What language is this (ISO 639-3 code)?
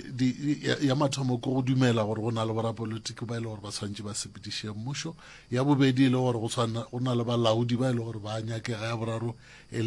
nso